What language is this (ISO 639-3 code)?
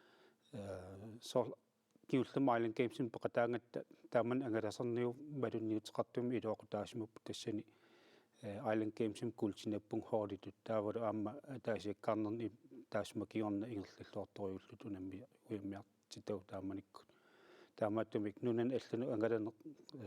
kal